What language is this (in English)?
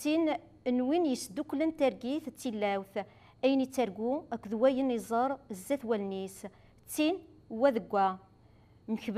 Kabyle